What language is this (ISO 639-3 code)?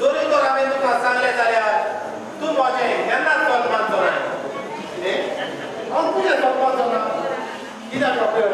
kok